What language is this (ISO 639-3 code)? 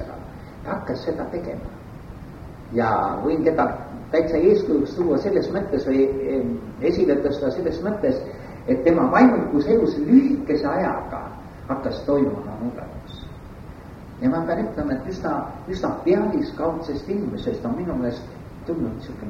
est